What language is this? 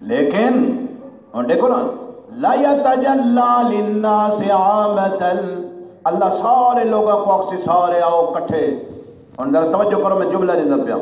Saraiki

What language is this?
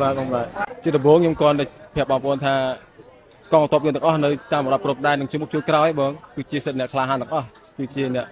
Khmer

